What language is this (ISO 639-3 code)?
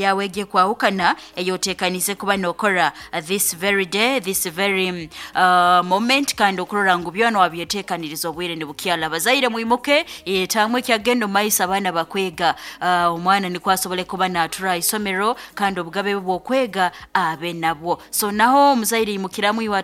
nyn